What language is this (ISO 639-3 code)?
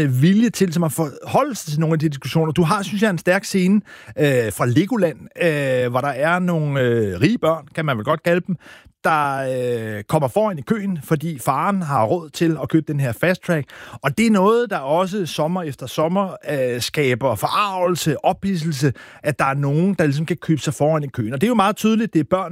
dan